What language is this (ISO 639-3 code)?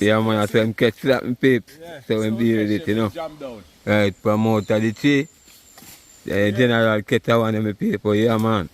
jam